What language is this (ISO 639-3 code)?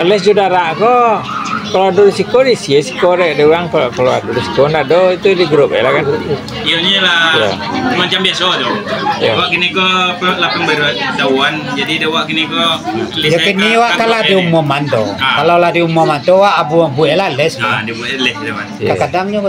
min